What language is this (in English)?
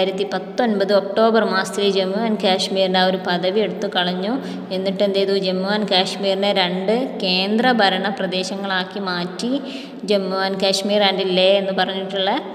Malayalam